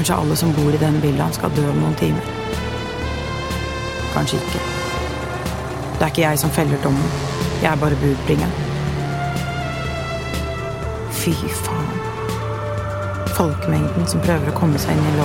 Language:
Norwegian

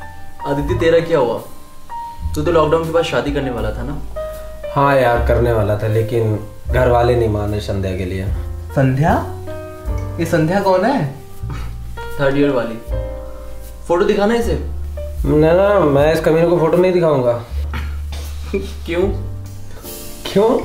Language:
Hindi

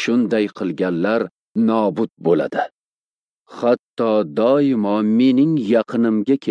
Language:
Uzbek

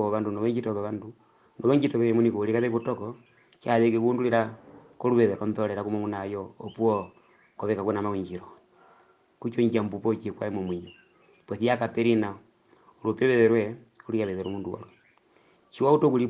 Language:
Herero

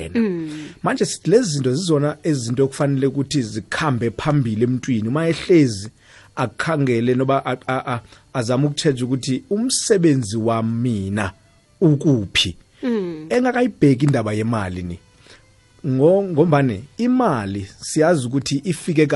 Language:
South Ndebele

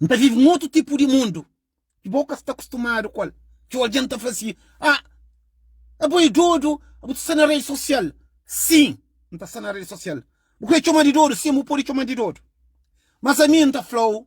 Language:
Kabuverdianu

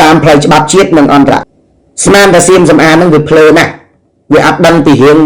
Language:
Khmer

